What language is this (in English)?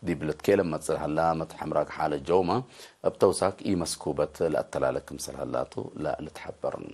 Tigre